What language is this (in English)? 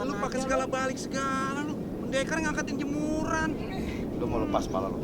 Betawi